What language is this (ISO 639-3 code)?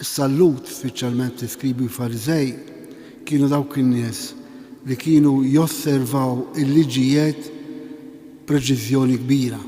mlt